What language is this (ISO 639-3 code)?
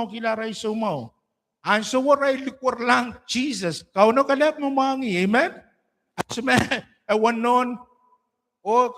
pon